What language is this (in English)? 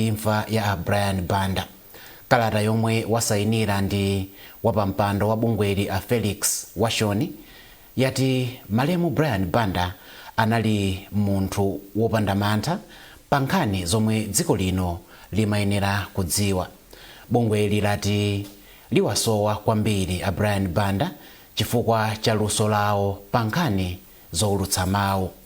Nyanja